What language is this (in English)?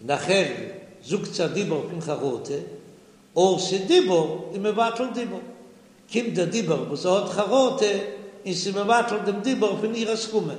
Yiddish